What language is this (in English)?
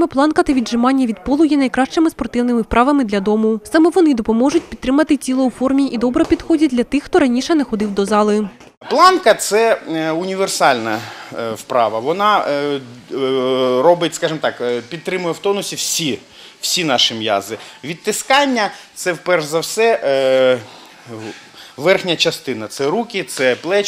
Ukrainian